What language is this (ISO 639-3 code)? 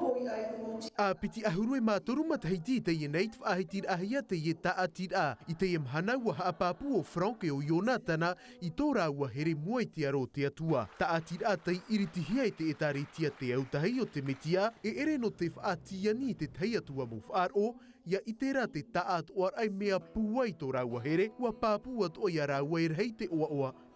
tah